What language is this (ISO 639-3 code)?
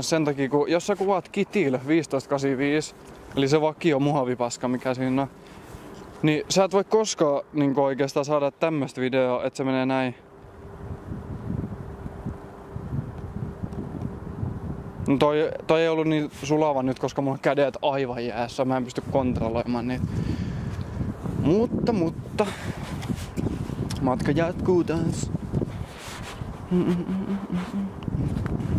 fin